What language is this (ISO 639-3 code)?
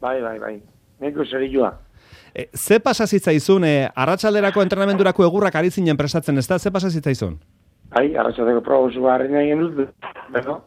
eus